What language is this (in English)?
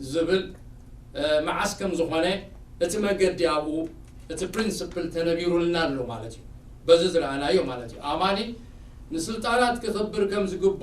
Tigrinya